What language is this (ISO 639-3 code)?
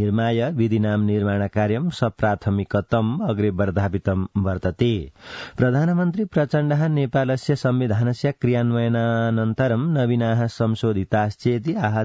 san